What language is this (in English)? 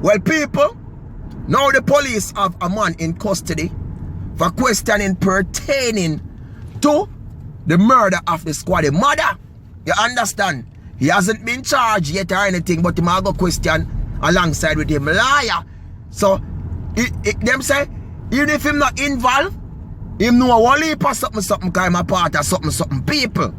Jamaican Creole English